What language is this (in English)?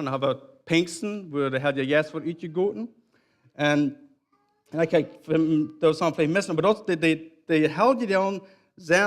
Plautdietsch